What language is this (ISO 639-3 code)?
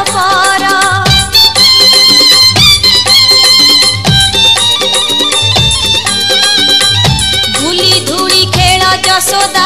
ori